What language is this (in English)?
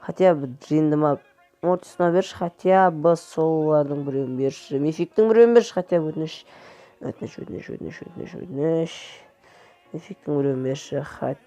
Kazakh